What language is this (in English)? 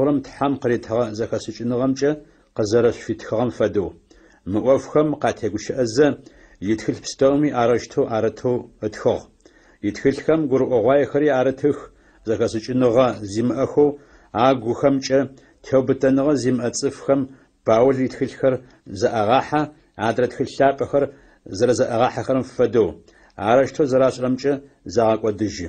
Adyghe